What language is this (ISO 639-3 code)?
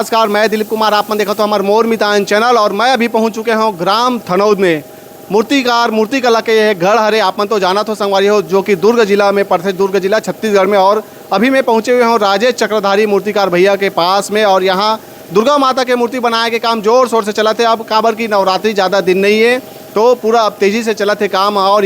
hne